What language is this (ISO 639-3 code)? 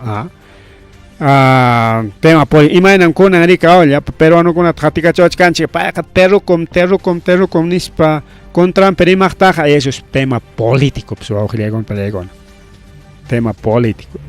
quy